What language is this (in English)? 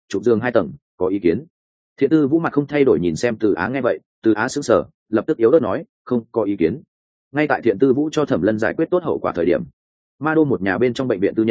Vietnamese